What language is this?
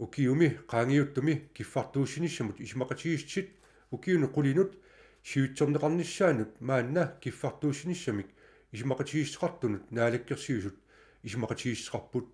Kalaallisut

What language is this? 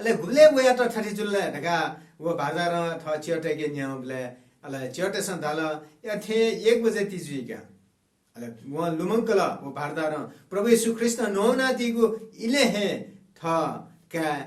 Newari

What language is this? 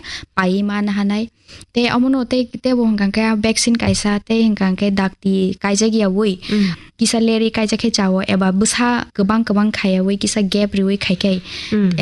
Kok Borok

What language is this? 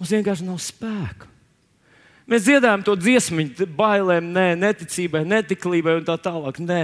Latvian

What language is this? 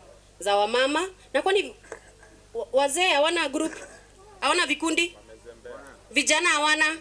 Meru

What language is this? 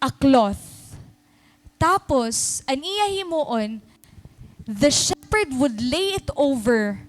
Waray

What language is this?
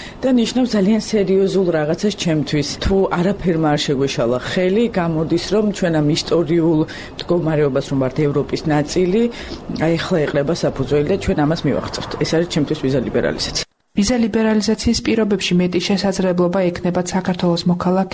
Georgian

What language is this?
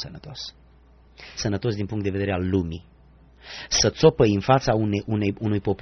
Romanian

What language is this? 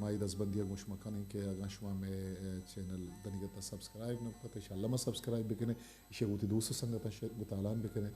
Eastern Balochi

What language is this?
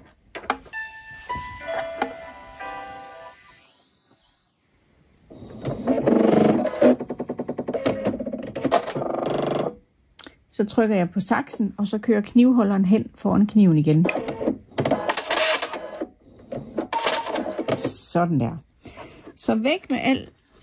Danish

